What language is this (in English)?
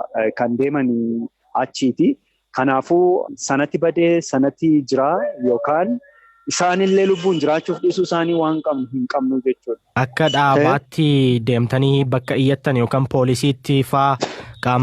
Oromo